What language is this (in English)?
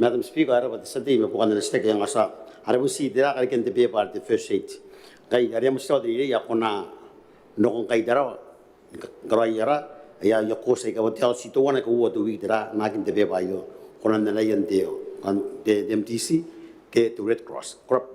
Gilbertese